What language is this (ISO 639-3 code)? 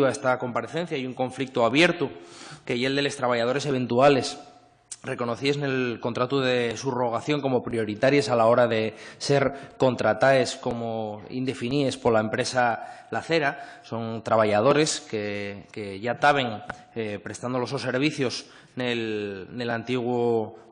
ast